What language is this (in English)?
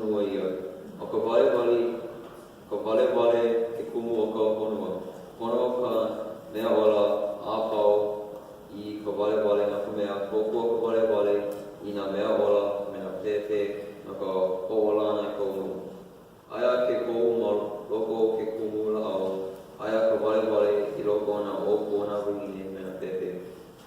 Hawaiian